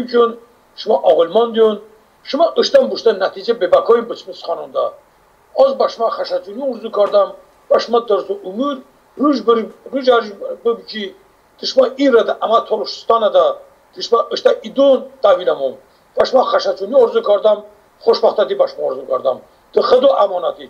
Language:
Talysh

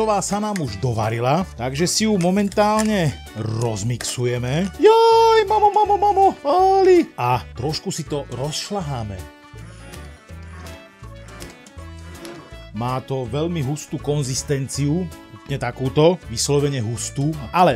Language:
Slovak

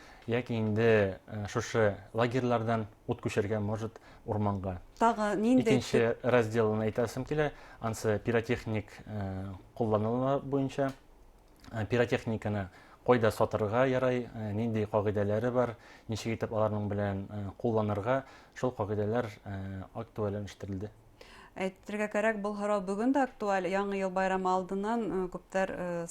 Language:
Bashkir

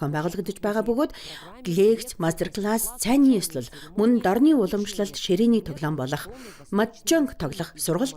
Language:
Mongolian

